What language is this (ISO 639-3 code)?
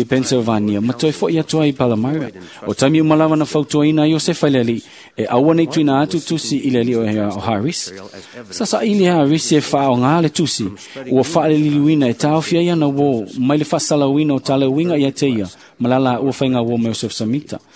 smo